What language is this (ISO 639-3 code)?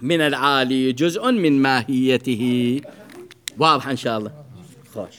acm